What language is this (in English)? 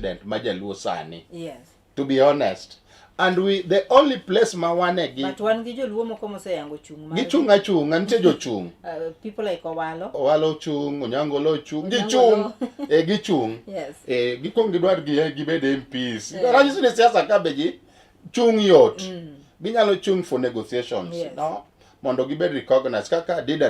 Luo (Kenya and Tanzania)